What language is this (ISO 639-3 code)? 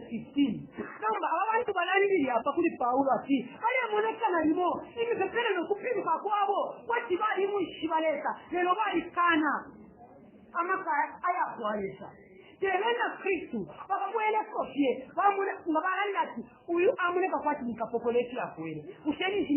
bem